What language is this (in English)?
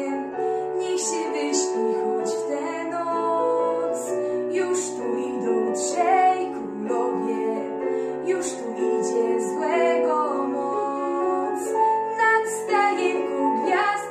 Polish